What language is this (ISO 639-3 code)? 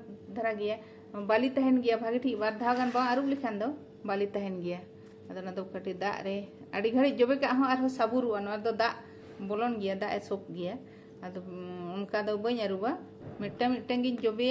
sat